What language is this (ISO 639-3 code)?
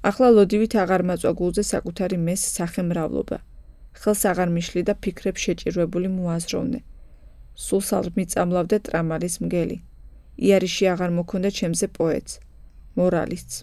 kat